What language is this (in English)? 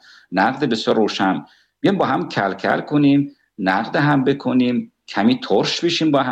Persian